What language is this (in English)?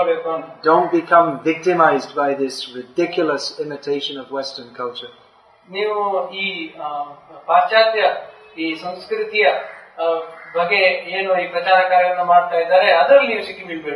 Kannada